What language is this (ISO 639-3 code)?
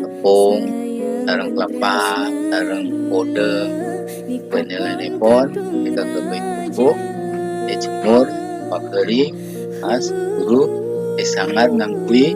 mad